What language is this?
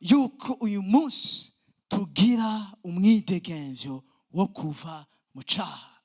Rundi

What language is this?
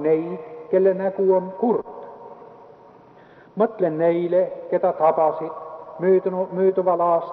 Estonian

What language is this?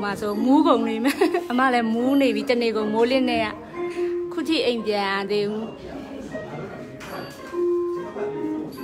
Burmese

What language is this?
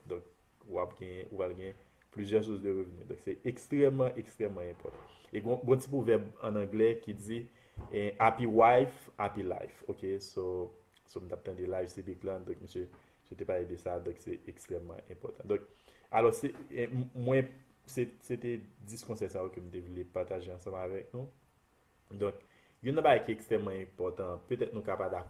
Haitian Creole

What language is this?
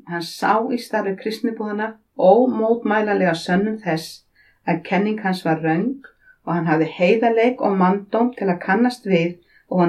Icelandic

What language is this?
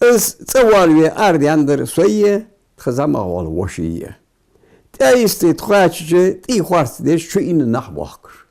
Ingush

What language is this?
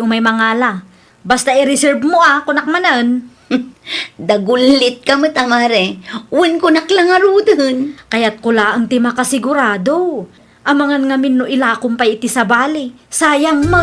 Iloko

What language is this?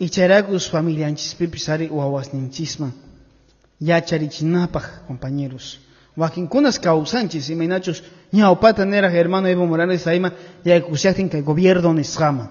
Quechua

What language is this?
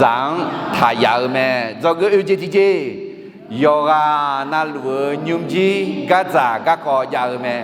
Akha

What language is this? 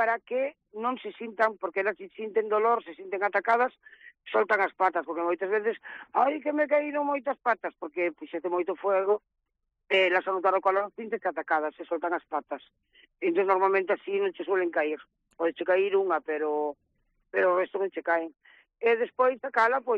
Galician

